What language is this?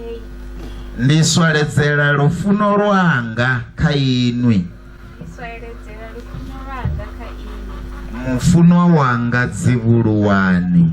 Venda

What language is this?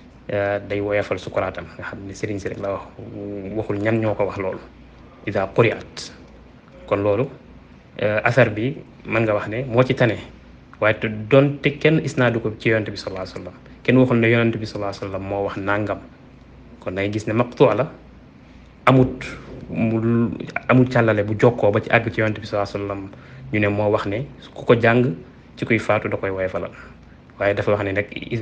Wolof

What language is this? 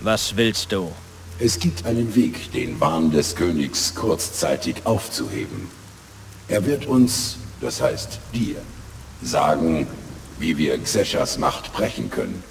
Bavarian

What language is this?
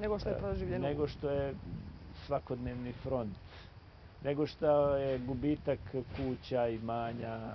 Bosnian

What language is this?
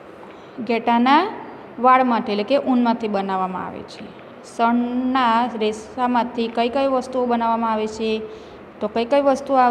Gujarati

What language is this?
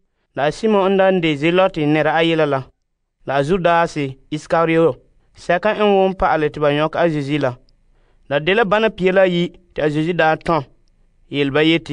Frafra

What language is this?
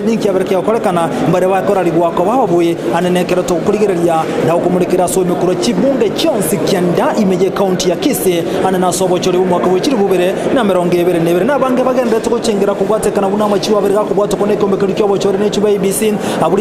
Gusii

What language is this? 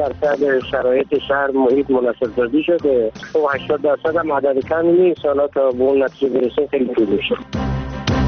Persian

